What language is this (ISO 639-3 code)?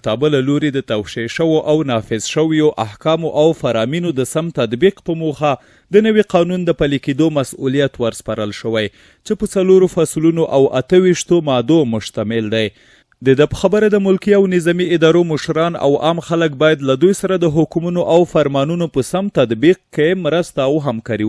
pus